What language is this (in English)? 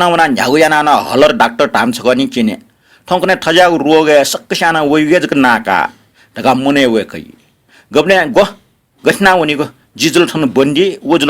Newari